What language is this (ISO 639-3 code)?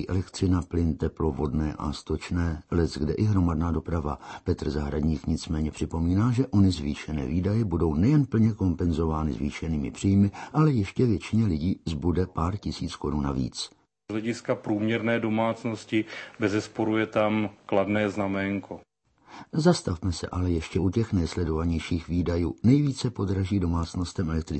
ces